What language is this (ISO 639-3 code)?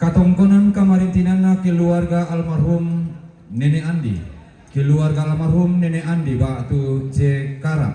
sda